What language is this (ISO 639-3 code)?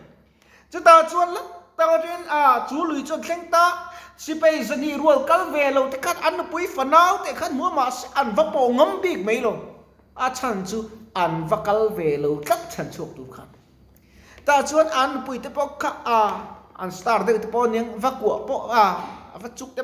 lus